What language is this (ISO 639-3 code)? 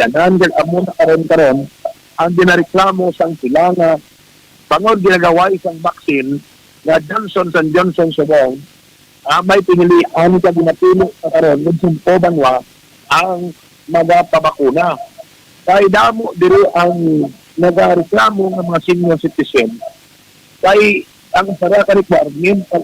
hil